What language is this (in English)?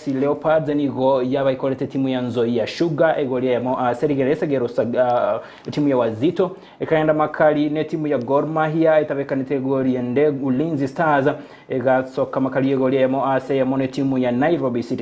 Gusii